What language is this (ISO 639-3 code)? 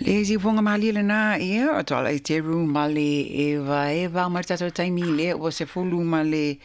smo